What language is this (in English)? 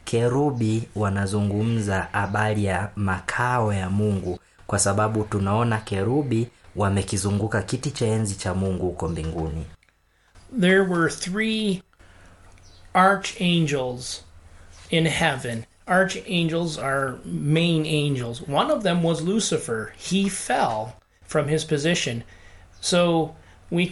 Swahili